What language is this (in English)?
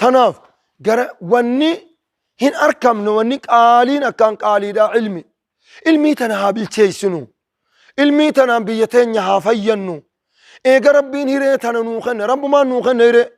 Oromo